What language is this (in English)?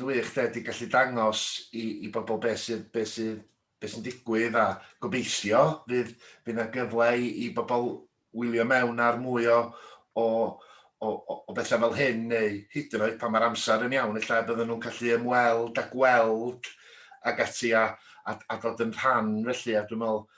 Welsh